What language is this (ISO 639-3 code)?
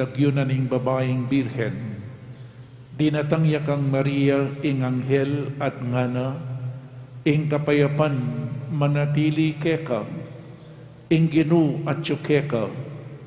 pam